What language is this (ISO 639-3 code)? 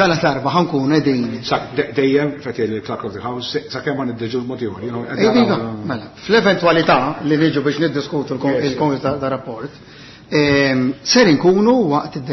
mlt